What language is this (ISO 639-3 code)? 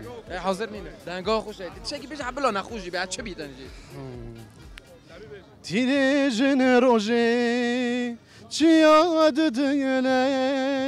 kur